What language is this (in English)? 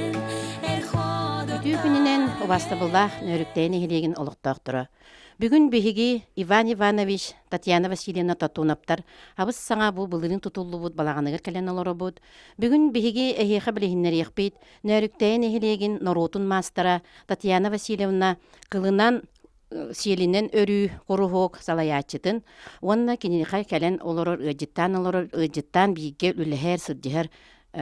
Yakut